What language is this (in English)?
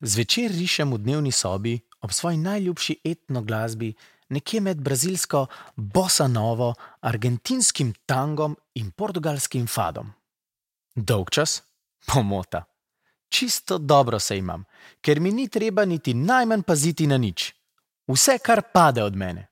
Slovenian